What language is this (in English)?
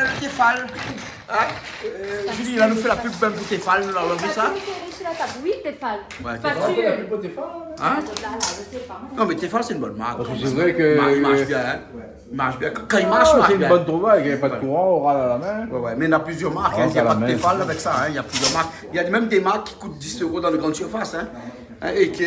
Réunion Creole French